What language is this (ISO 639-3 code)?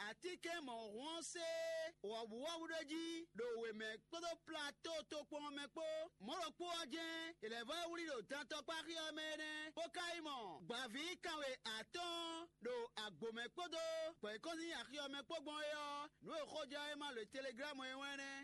fon